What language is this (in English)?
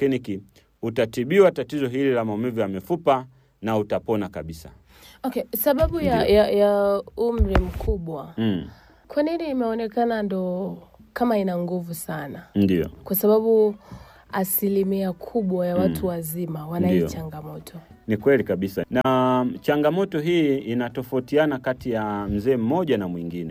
Swahili